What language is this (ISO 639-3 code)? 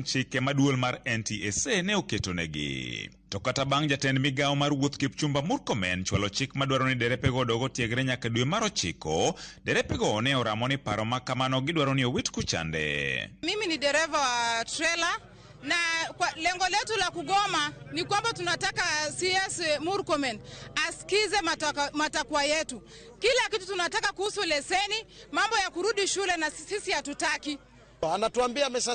luo